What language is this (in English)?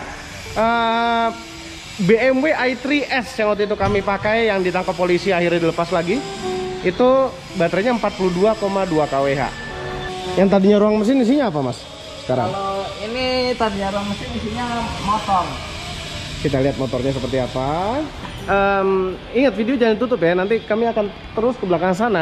Indonesian